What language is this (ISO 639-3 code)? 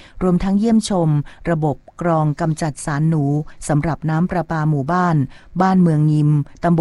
tha